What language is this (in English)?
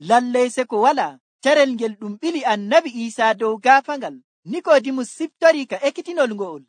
Nigerian Fulfulde